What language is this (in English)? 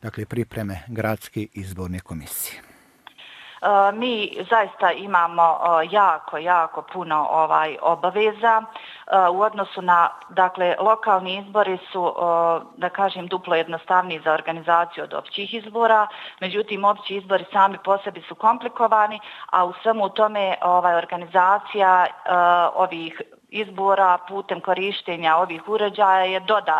Bosnian